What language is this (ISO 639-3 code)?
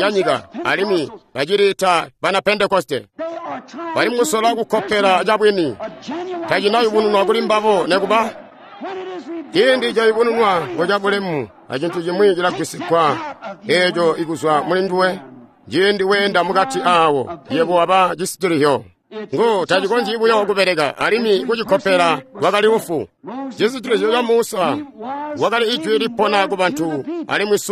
toi